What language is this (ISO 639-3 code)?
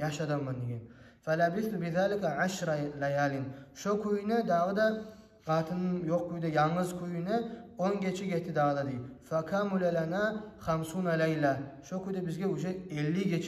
kum